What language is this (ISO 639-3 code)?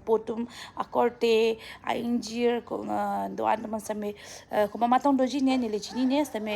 mjw